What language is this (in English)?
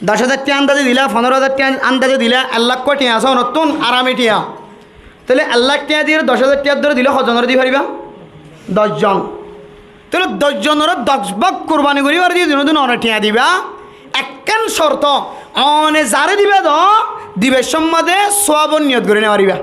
Rohingya